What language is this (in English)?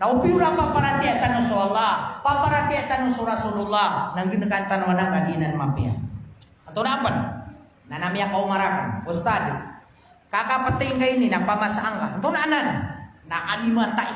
Maranao